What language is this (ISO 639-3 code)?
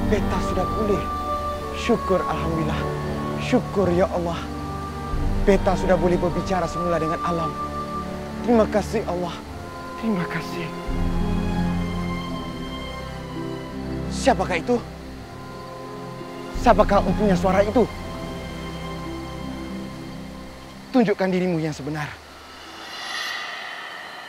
msa